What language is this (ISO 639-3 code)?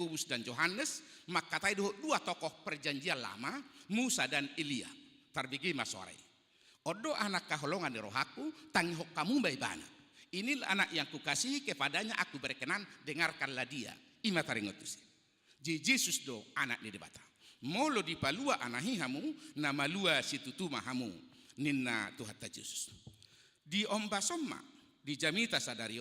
bbc